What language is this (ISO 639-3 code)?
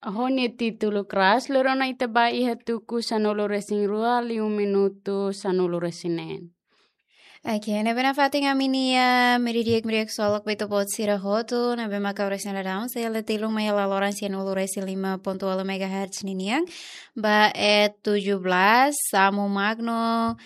tet